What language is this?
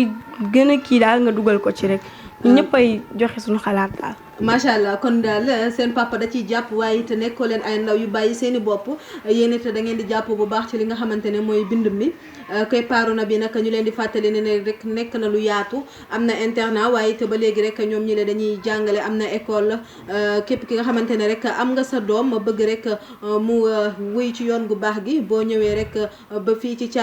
Wolof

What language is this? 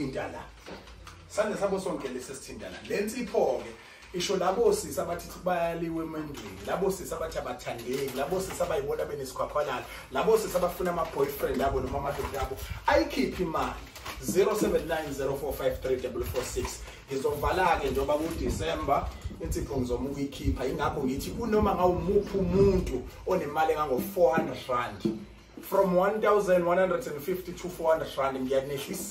Zulu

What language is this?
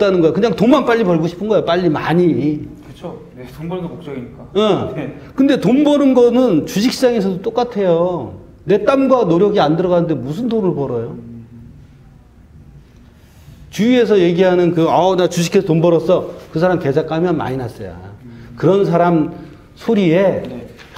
Korean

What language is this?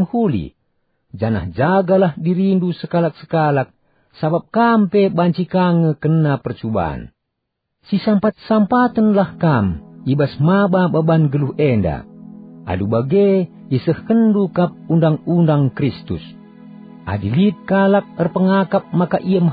Batak Karo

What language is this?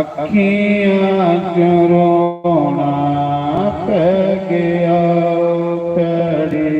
Dogri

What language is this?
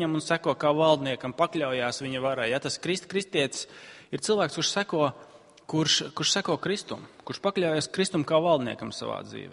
Latvian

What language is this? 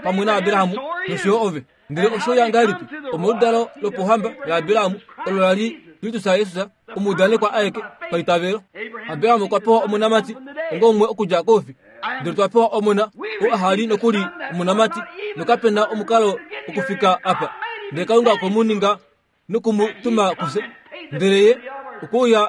Kuanyama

